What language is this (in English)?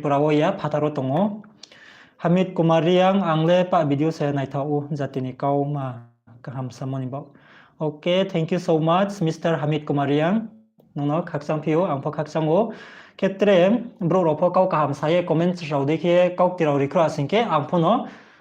Riang (India)